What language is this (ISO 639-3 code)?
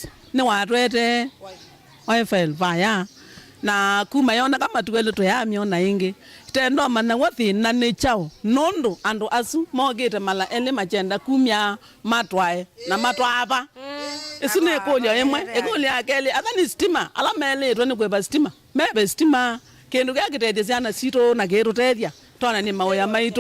kam